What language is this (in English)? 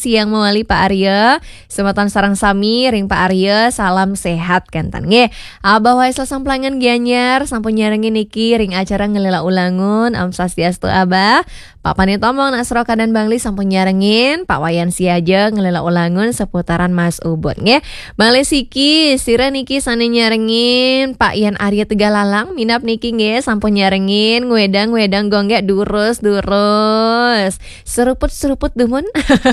Balinese